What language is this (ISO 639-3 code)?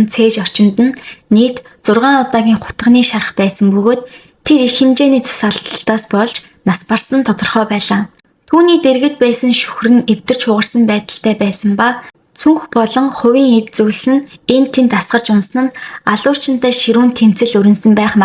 mon